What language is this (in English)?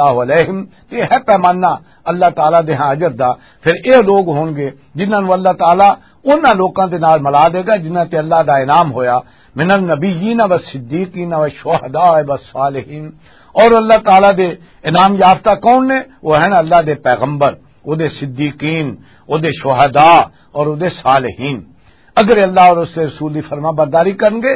Western Panjabi